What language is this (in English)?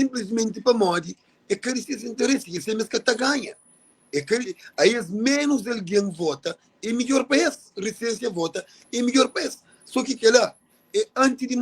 Kabuverdianu